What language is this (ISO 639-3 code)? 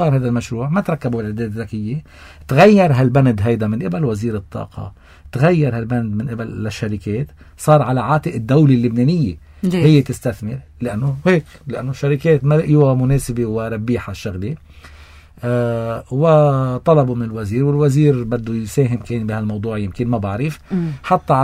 apc